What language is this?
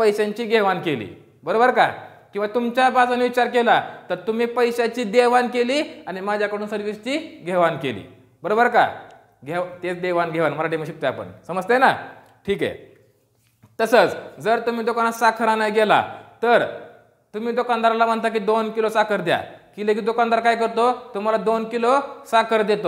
Marathi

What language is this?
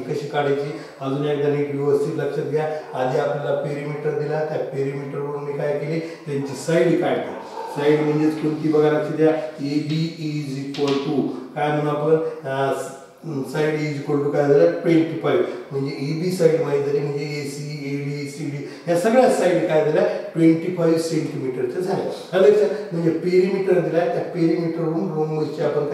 Marathi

